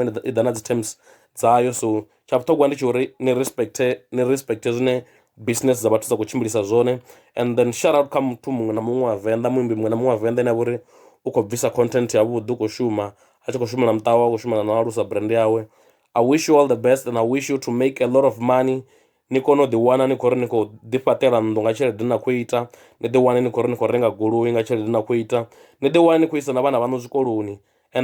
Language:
Venda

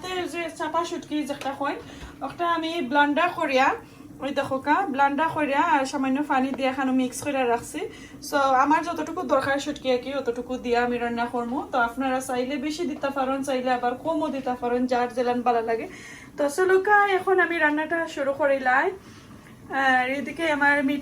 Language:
Sylheti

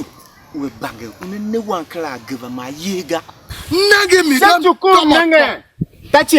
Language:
Tiv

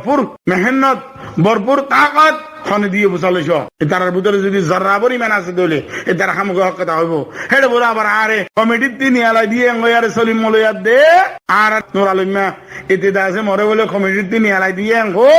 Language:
Rohingya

